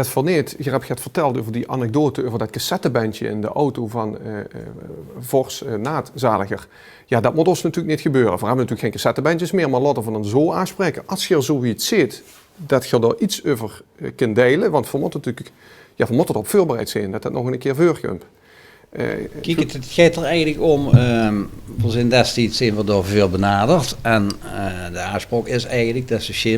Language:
Limburgish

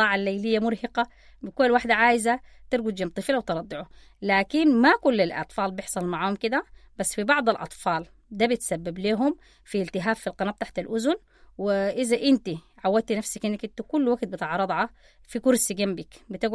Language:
Sudanese Arabic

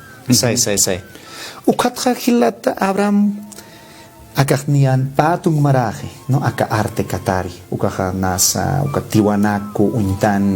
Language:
Aymara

